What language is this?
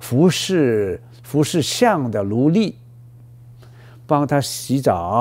Chinese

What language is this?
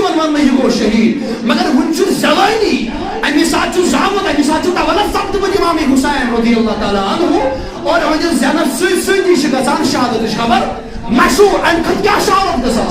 Kashmiri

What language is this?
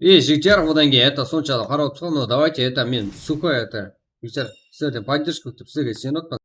Kara-Kalpak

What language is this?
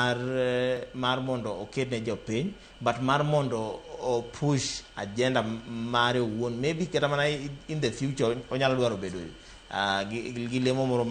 Luo (Kenya and Tanzania)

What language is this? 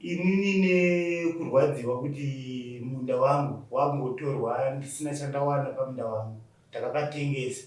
Shona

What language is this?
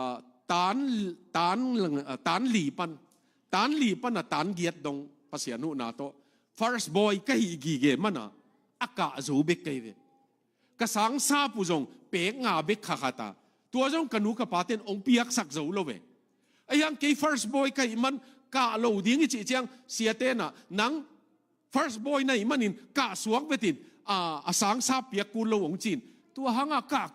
Tedim Chin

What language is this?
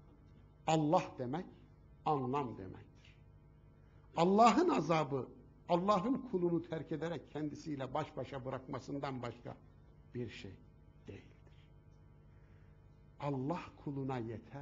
Turkish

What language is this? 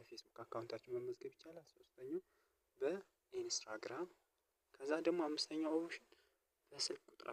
Amharic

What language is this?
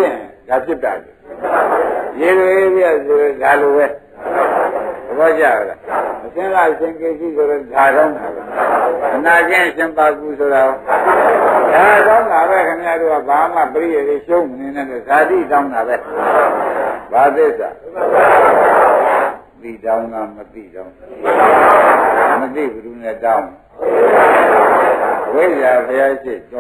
Burmese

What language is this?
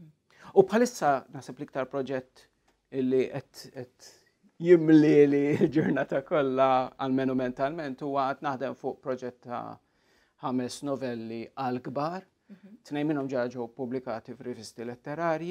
Maltese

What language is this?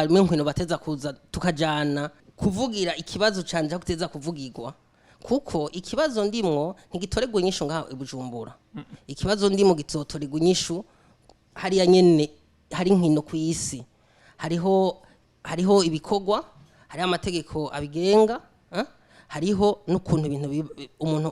Rundi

